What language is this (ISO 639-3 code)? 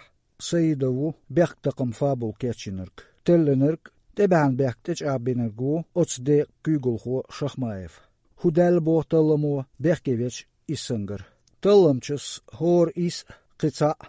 che